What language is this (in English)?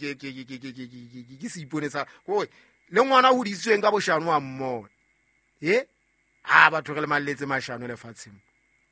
Southern Sotho